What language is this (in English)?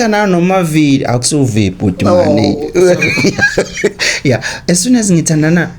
Zulu